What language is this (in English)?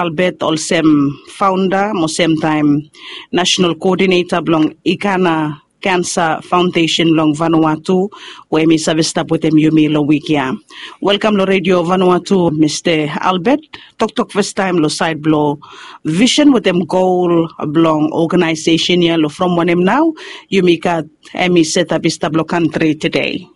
Bislama